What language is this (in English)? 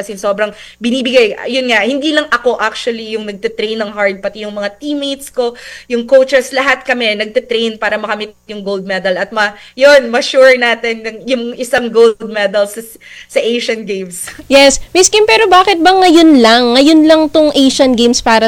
Filipino